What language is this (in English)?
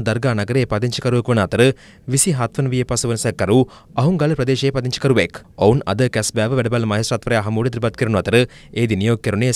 Sinhala